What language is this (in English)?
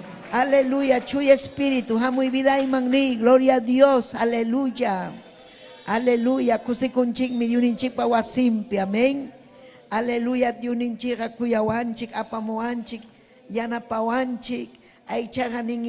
Ayacucho Quechua